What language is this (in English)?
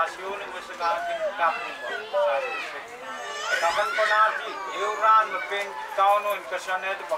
Pohnpeian